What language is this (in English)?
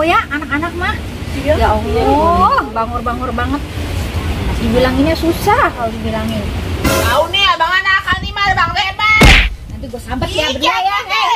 Betawi